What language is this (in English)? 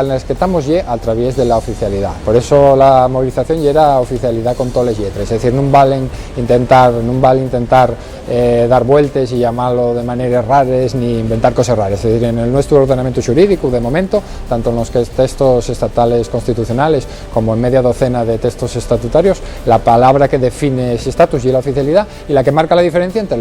Asturian